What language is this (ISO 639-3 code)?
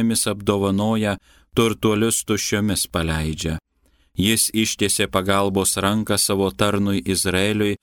lit